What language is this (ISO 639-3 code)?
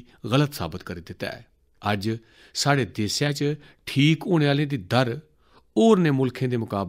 doi